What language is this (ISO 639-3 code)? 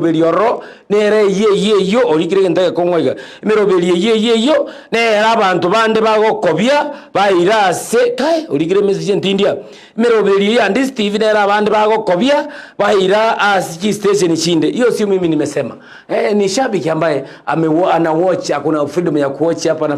guz